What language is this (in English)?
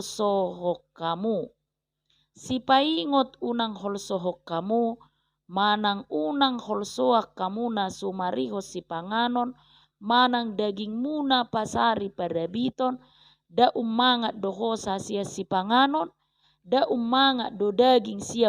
Batak Toba